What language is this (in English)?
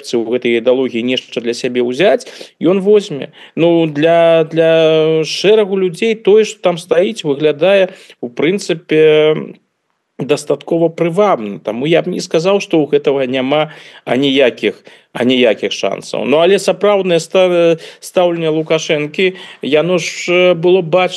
Belarusian